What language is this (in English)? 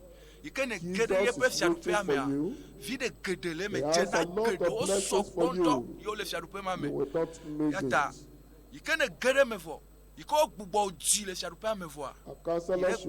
Ewe